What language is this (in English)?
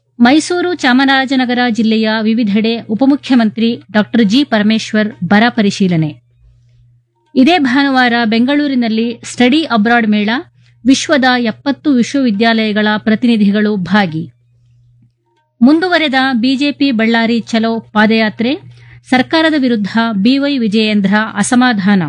Kannada